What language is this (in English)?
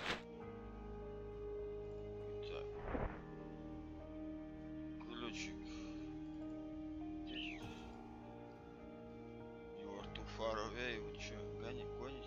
Russian